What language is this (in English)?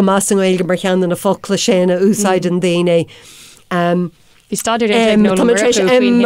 Irish